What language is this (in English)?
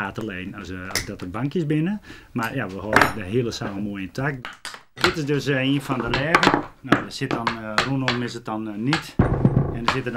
Western Frisian